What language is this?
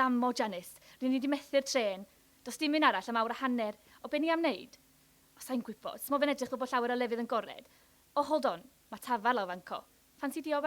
Welsh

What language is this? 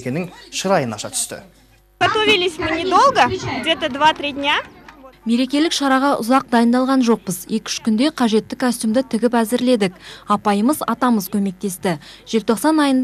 Kazakh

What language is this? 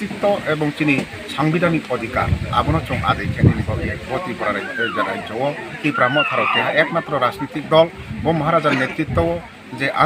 Riang (India)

